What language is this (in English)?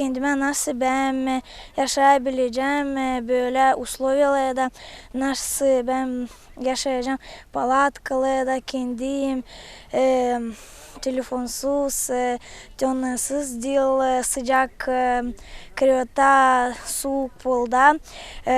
Gagauz